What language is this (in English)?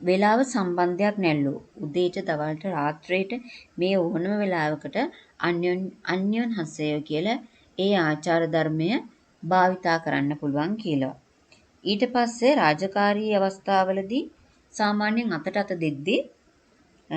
Sinhala